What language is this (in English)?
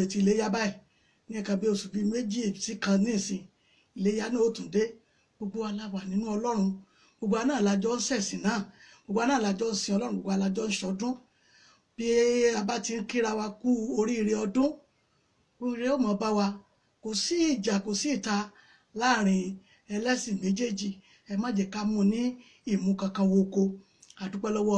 Yoruba